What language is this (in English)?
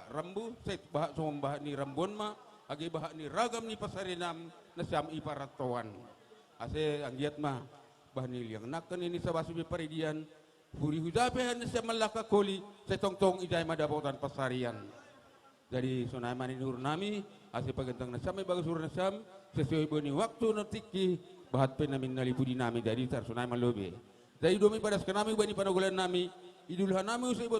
Batak Simalungun